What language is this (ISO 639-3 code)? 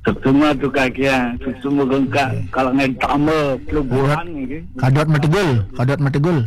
ban